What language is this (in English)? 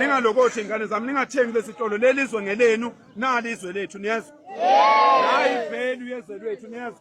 Zulu